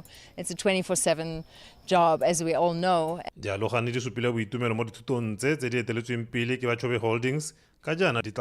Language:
Tswana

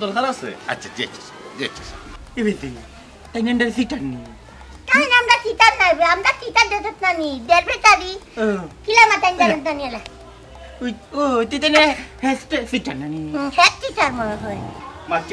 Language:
Sylheti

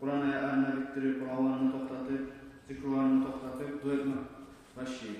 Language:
Kumyk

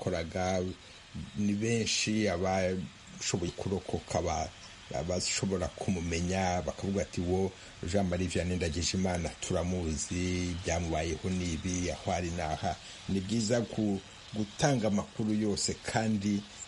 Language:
Kinyarwanda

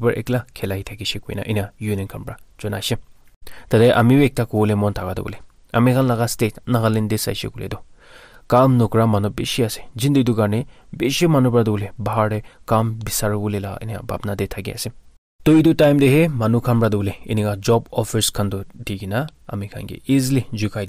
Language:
Naga Pidgin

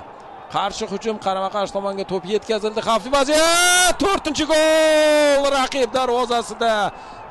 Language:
Uzbek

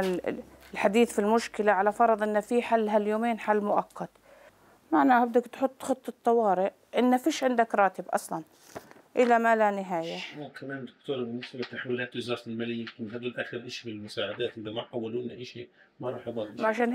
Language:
North Levantine Arabic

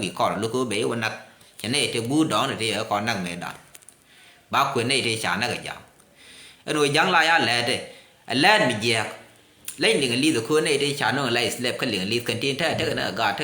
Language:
Nuer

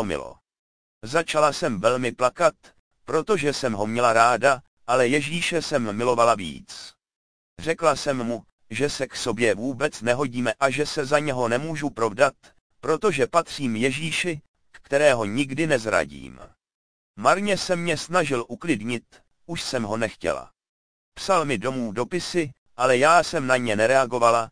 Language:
Czech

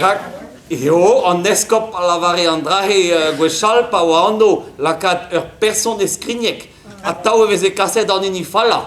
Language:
Breton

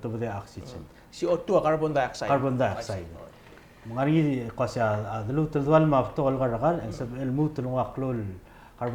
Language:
Palauan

